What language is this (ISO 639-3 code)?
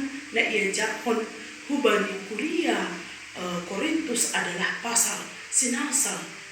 bts